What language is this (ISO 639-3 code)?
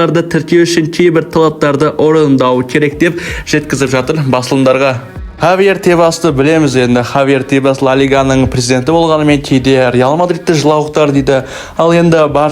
kaz